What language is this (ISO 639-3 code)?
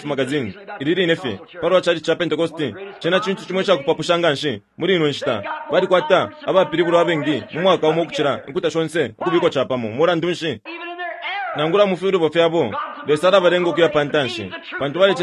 bem